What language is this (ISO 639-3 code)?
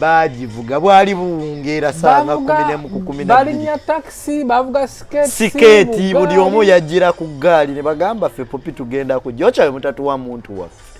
lug